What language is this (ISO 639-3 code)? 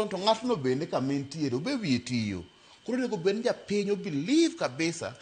luo